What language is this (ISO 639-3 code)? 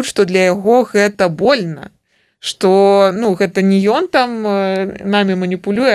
bel